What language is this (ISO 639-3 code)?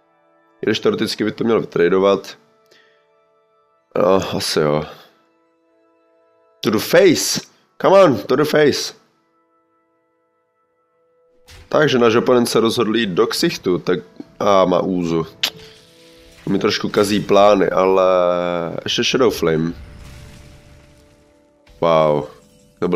ces